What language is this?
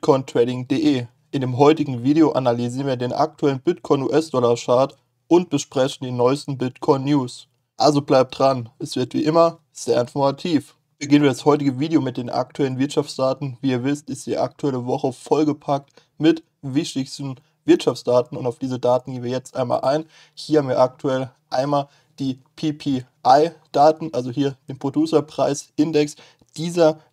German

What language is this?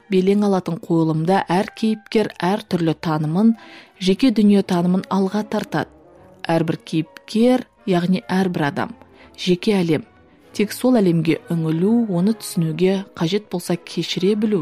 Kazakh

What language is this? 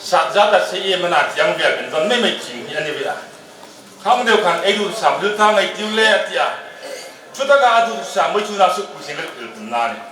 Hmar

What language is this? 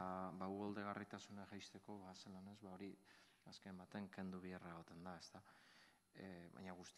Basque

